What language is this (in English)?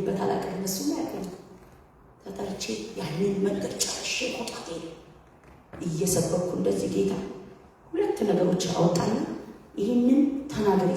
Amharic